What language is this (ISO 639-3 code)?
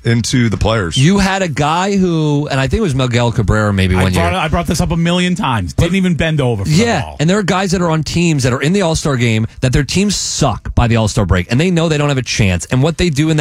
eng